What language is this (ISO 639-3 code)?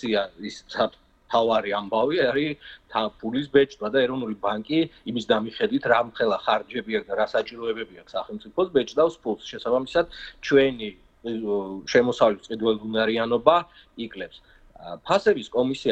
kat